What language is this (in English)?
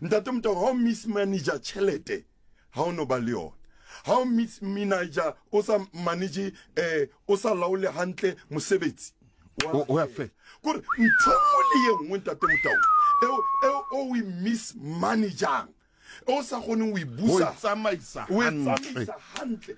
Southern Sotho